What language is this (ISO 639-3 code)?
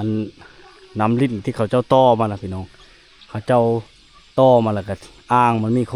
lao